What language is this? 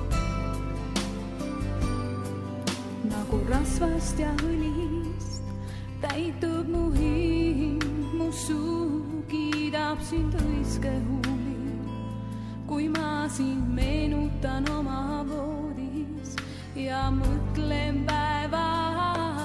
Estonian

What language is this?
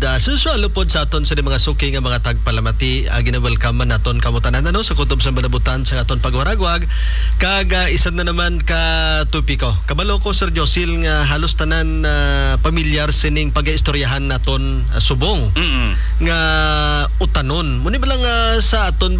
Hiligaynon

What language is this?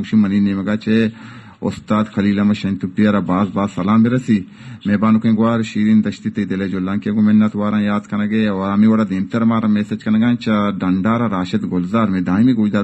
Baluchi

